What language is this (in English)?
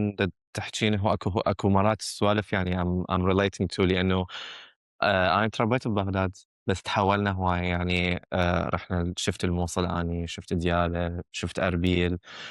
Mesopotamian Arabic